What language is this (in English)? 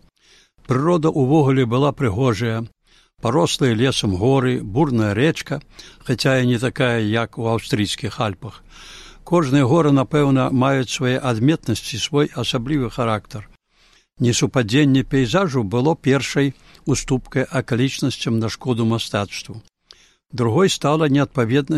Belarusian